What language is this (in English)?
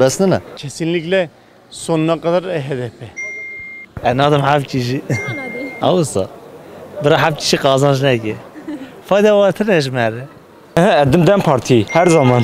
Kurdish